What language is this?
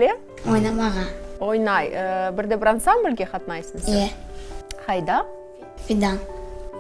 Crimean Tatar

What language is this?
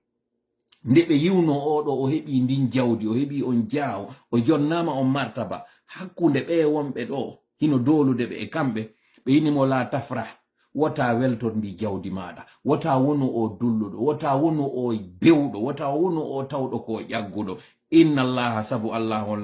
Fula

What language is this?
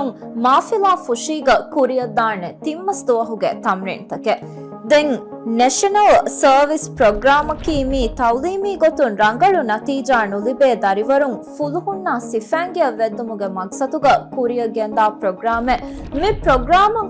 Divehi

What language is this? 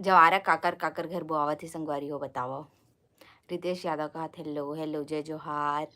Chhattisgarhi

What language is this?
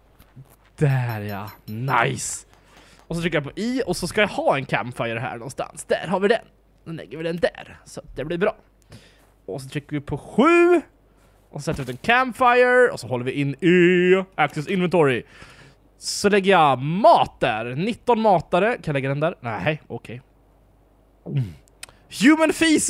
Swedish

